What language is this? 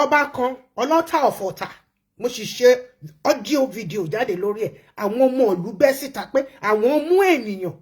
Yoruba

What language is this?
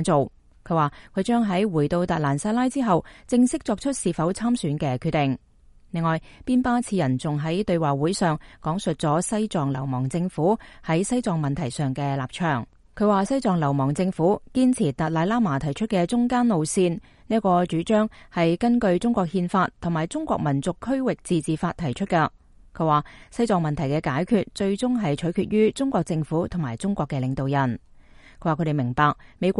Cantonese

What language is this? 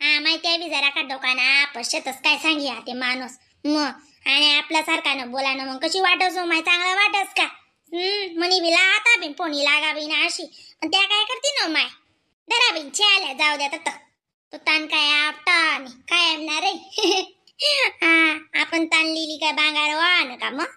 Khandesi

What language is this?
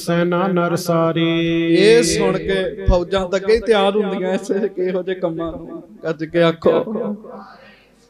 Punjabi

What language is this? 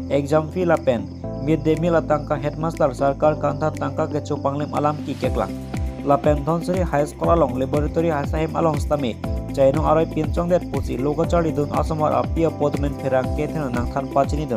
Karbi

